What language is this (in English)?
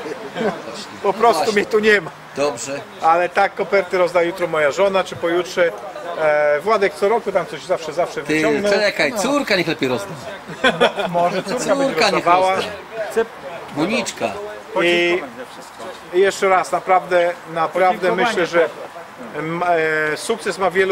Polish